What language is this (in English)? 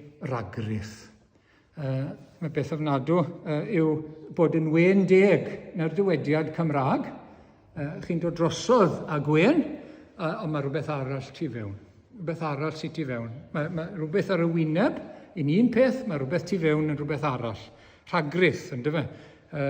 Welsh